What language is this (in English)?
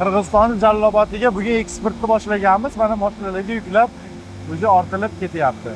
Uzbek